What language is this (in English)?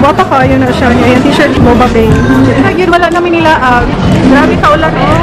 Cebuano